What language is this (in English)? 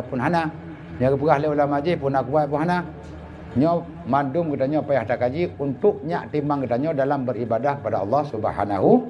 Achinese